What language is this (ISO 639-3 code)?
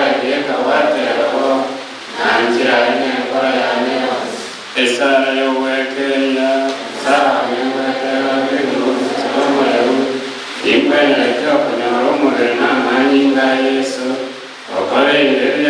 guz